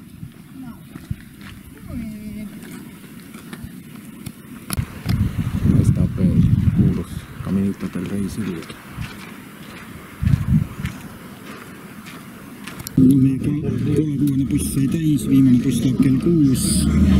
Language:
Estonian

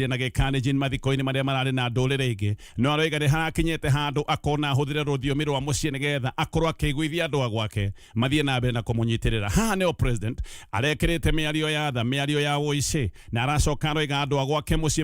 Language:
Kikuyu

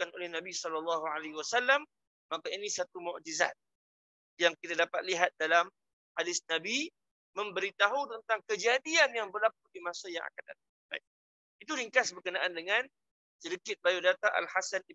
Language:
Malay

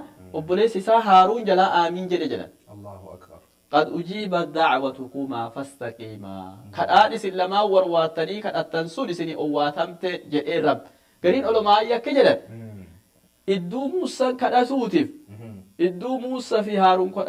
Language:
Oromo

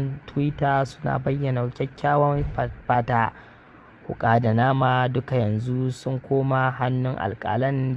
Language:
Hausa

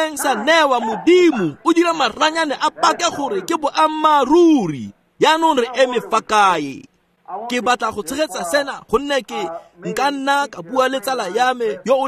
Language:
Tswana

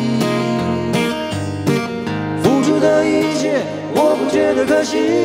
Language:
Chinese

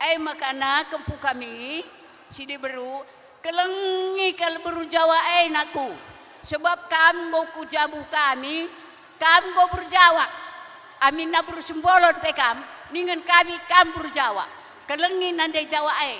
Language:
Batak Karo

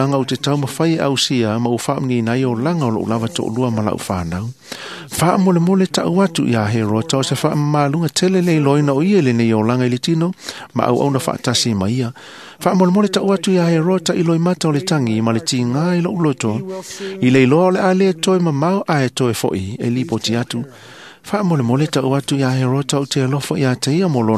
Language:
Samoan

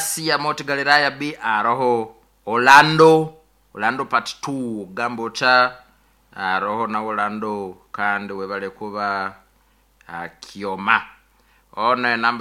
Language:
Nyoro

